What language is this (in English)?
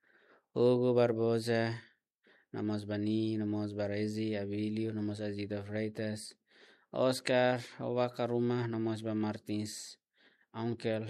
Tetum